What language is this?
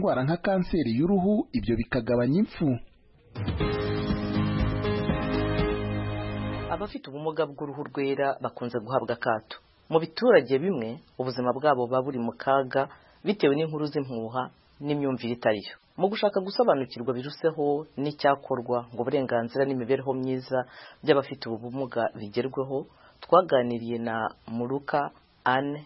Kinyarwanda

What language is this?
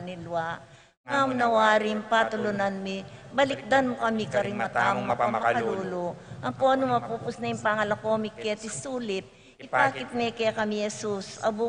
Pampanga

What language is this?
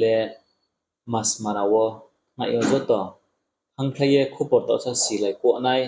Riang (India)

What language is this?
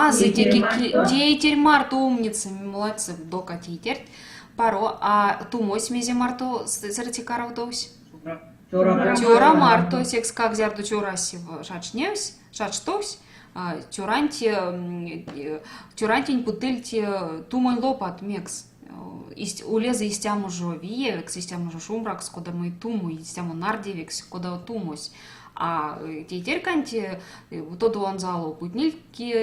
Erzya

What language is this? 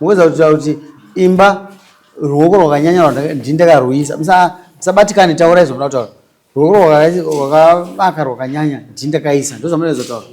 Shona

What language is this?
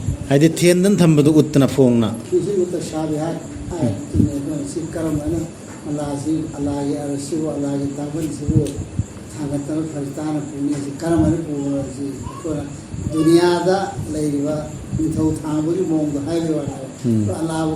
Manipuri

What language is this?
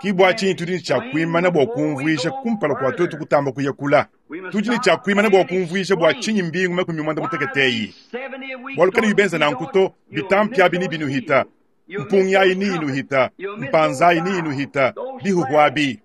Luba-Lulua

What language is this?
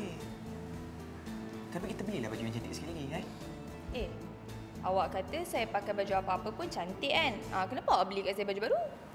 Malay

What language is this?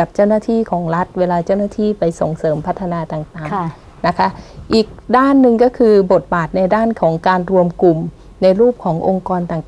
Thai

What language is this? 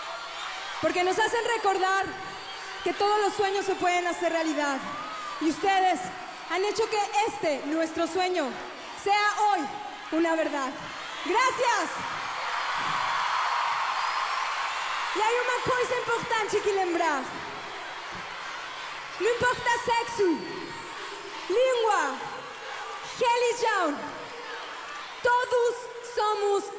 Spanish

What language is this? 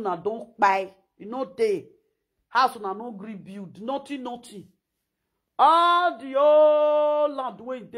Nigerian Pidgin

